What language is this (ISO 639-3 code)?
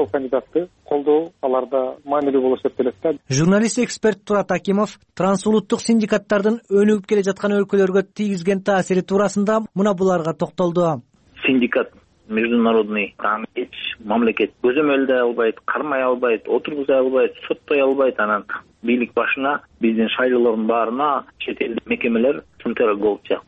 kir